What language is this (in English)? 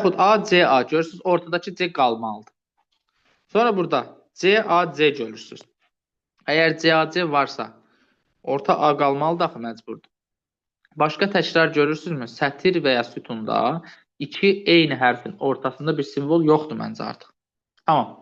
Azerbaijani